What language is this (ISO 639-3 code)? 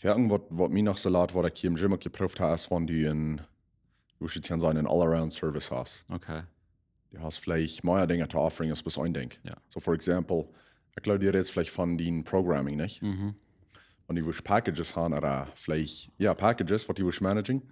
pdt